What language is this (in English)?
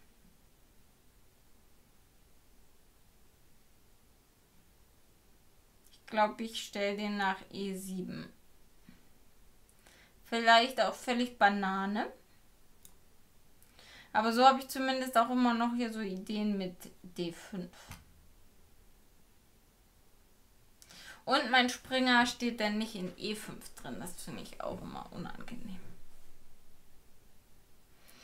German